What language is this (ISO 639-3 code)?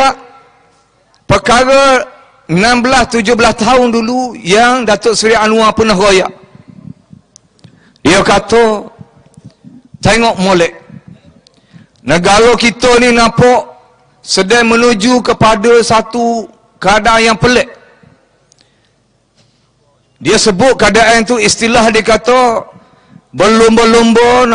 msa